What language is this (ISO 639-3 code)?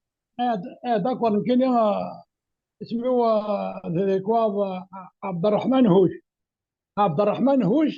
kab